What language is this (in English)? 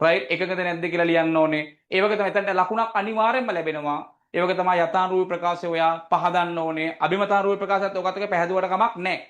Sinhala